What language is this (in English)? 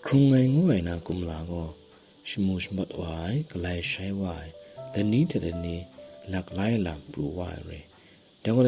Kachin